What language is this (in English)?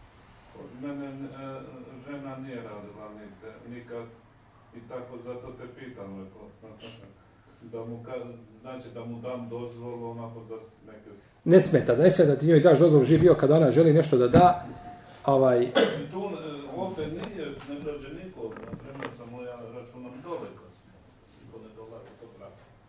Bosnian